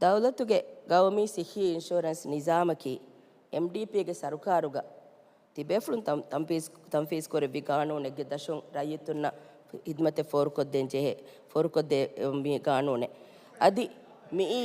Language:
Divehi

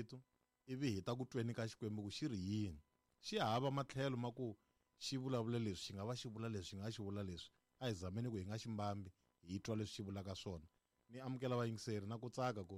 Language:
Tsonga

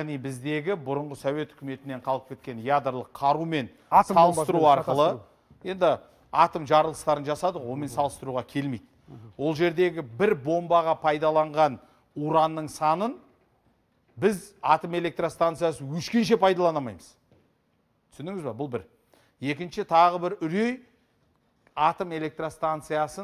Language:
Kazakh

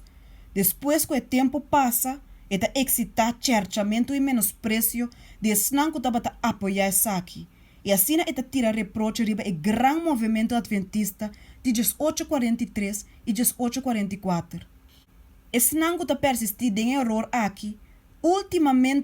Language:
Papiamento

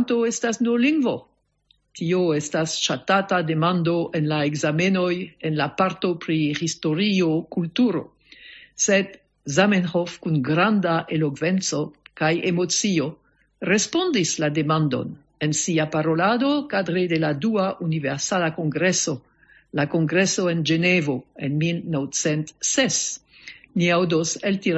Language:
Esperanto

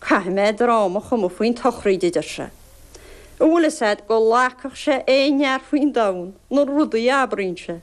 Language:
Irish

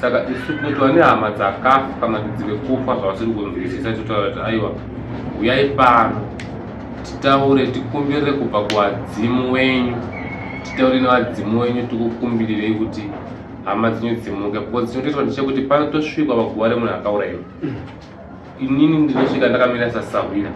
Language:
Shona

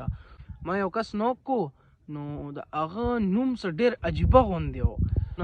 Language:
Pashto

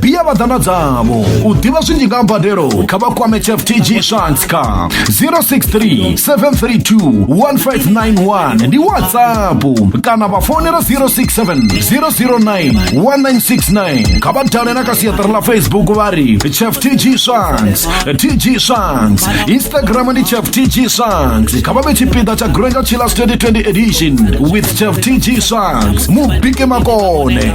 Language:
Venda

